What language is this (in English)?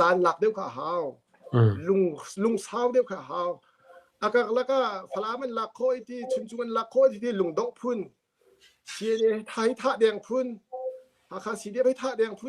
Hakha Chin